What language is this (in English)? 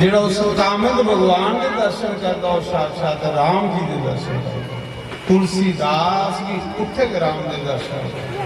Dogri